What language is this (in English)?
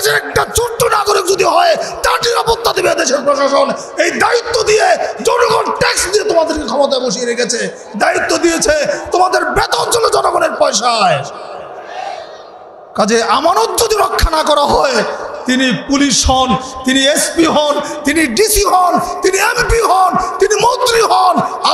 Bangla